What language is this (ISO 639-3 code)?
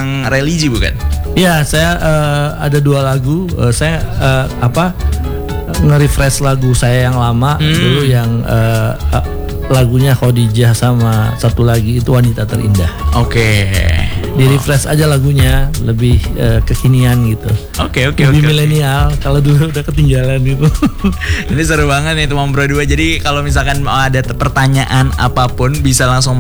ind